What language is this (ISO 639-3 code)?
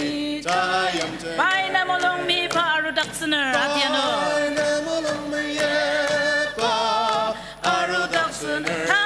njo